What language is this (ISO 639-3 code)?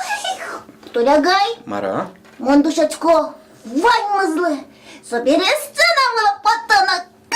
udm